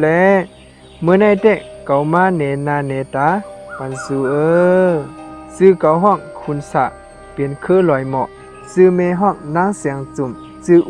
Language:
Shan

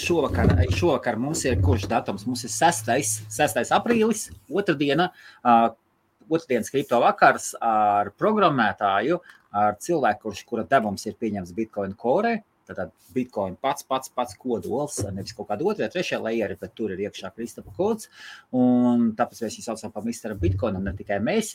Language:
Latvian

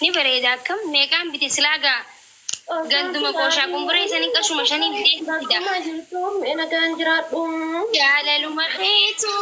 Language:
Oromo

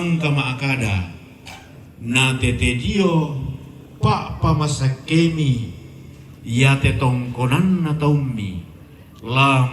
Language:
Toraja-Sa'dan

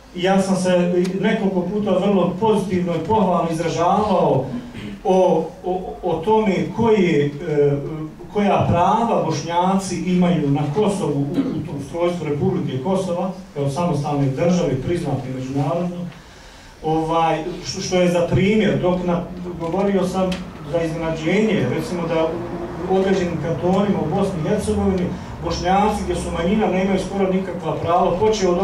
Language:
Bosnian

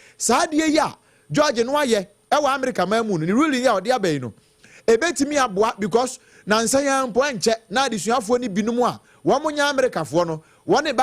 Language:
Akan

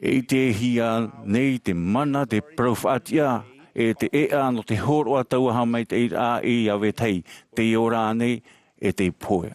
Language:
Tahitian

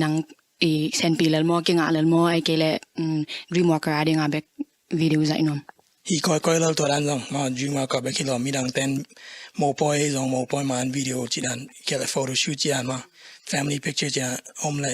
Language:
Tedim Chin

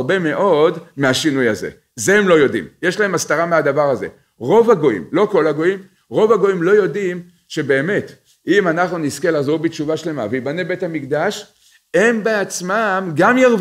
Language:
Hebrew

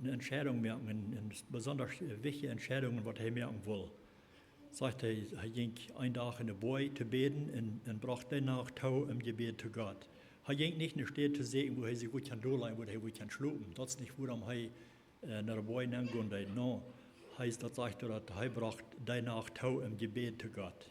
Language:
Plautdietsch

